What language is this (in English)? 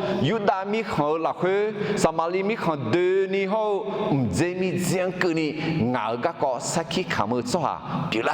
Akha